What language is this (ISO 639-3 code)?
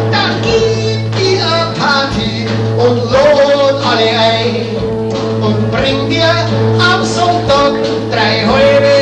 bar